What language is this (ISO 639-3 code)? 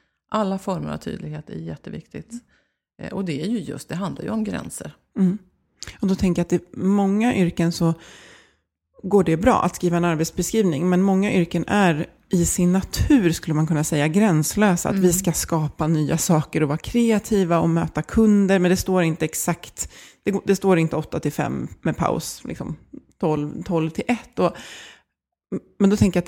swe